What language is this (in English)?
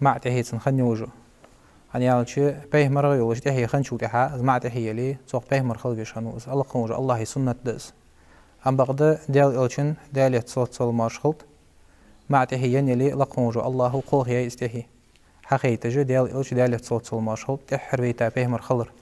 Ingush